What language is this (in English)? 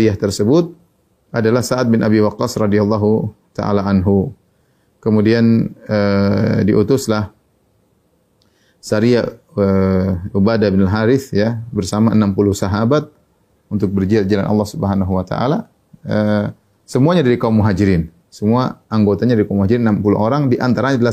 Indonesian